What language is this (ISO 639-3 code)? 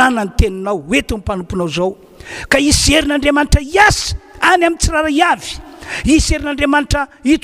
mlg